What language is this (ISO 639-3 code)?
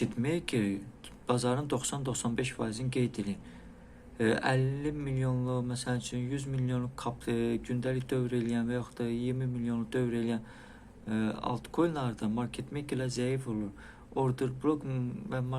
aze